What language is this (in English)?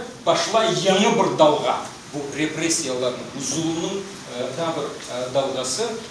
Crimean Tatar